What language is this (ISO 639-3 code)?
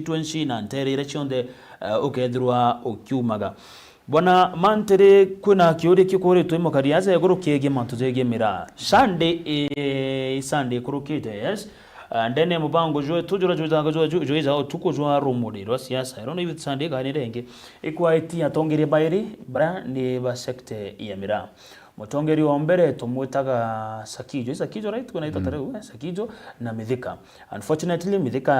mer